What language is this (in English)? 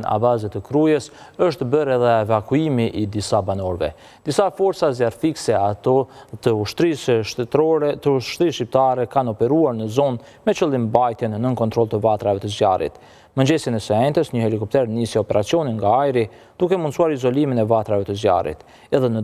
Albanian